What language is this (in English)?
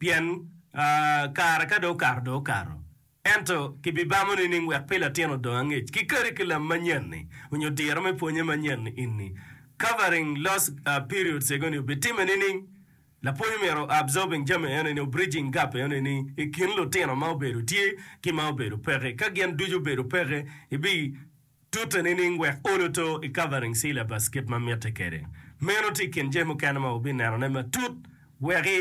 Acoli